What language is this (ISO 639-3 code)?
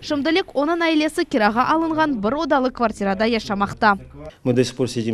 crh